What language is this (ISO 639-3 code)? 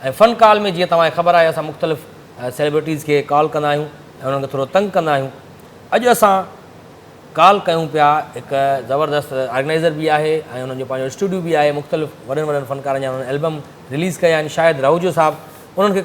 snd